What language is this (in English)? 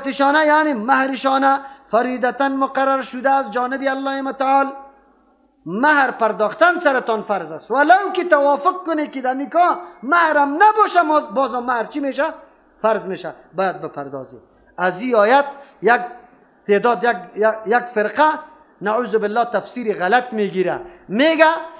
Persian